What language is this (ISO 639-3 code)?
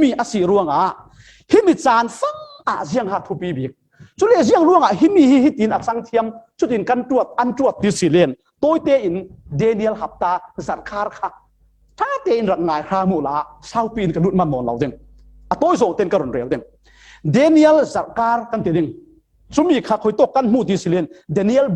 cfm